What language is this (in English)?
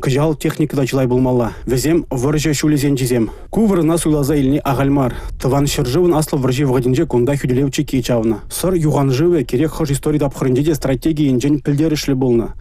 Chuvash